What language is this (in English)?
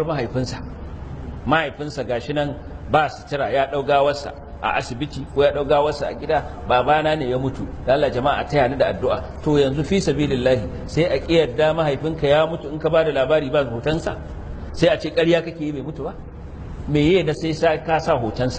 Hausa